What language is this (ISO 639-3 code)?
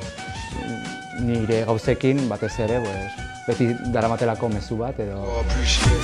eus